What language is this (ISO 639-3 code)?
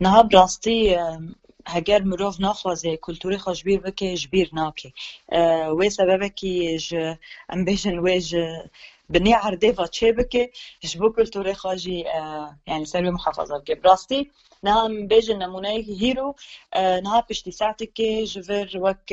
kur